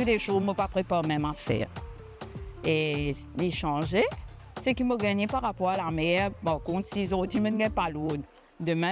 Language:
Morisyen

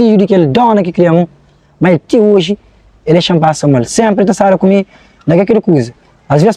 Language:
Kabuverdianu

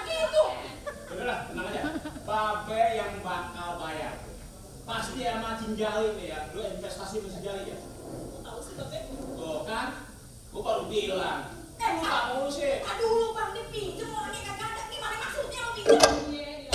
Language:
Betawi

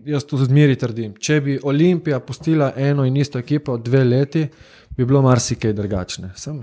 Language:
Slovenian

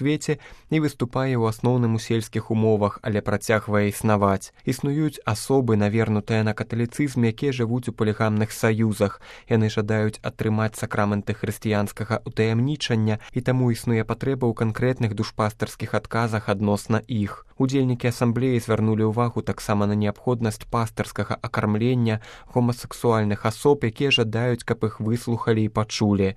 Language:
Belarusian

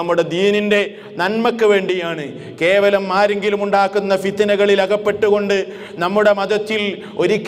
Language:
Malayalam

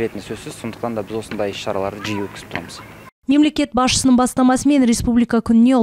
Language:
Kazakh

